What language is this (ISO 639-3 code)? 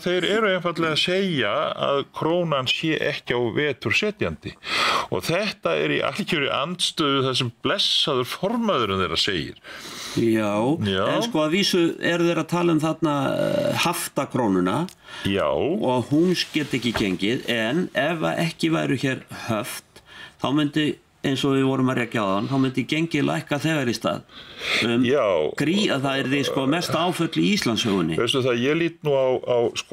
isl